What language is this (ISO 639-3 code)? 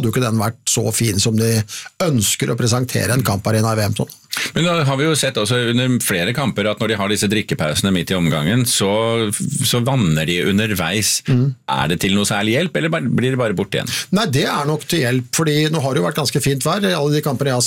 nor